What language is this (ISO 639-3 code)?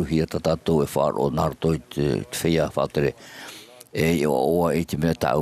tah